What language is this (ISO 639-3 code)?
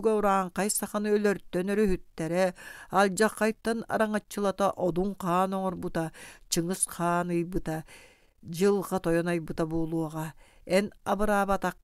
sah